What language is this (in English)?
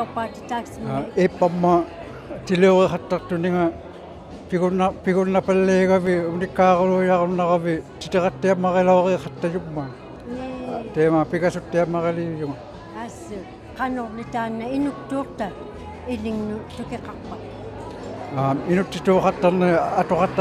Inuktitut